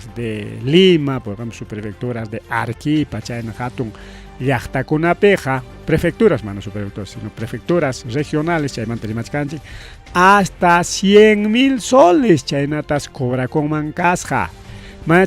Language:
Ayacucho Quechua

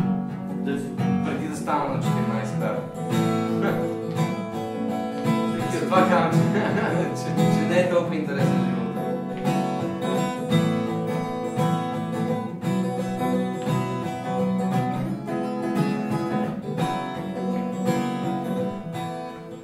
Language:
Bulgarian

